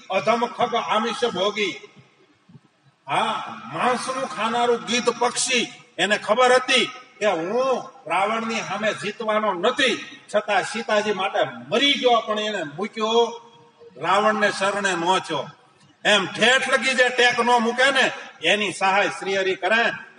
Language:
Gujarati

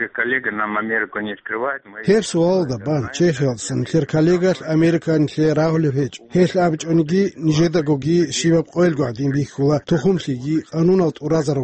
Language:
Avaric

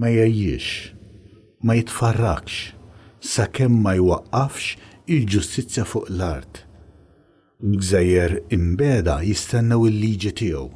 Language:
Maltese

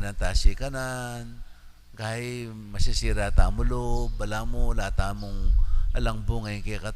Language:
Pampanga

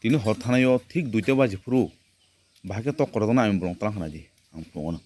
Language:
Kok Borok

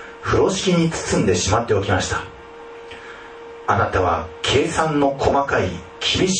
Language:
Japanese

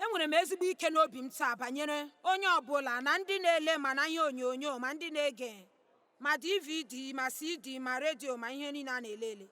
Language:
Igbo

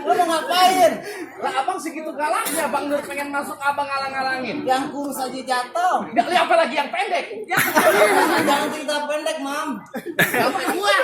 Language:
Betawi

